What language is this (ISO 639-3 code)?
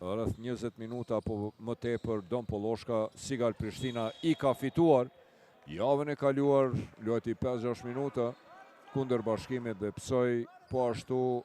sqi